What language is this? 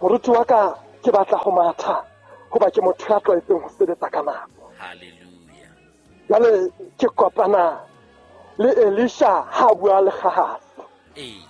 Southern Sotho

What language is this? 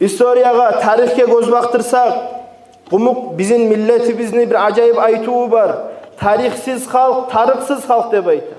Kumyk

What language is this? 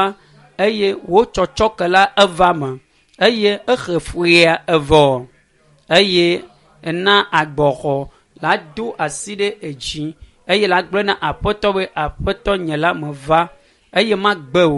Ewe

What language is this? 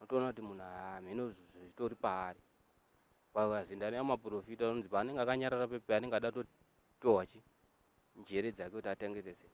Shona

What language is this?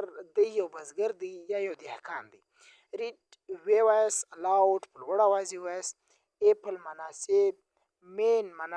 Pashto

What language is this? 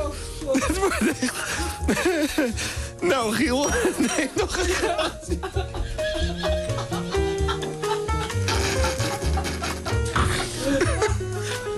Dutch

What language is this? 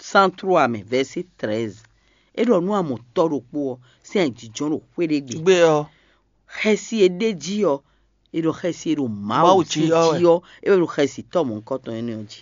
Fon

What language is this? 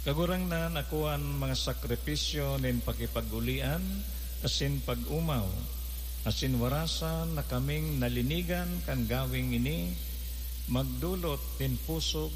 Bikol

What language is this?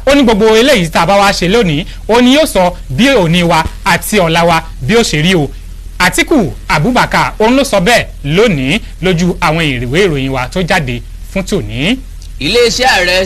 Yoruba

